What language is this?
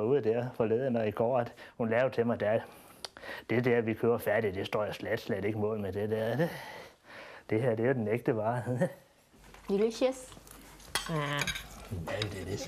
Danish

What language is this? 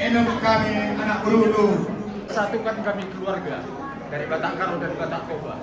Batak Karo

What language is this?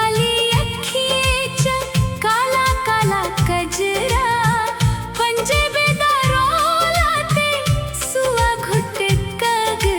Dogri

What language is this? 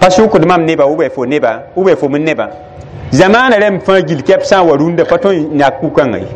Mossi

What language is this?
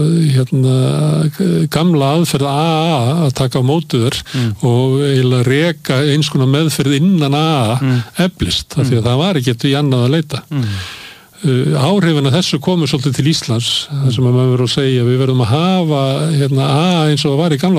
Icelandic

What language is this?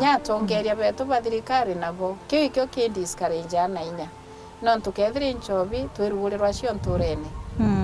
Meru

